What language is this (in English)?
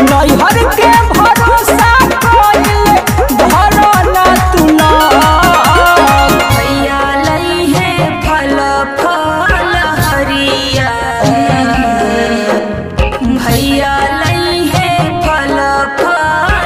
Bhojpuri